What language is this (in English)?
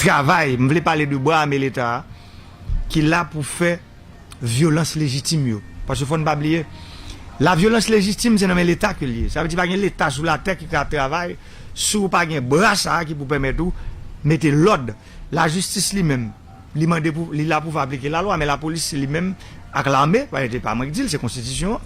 Haitian Creole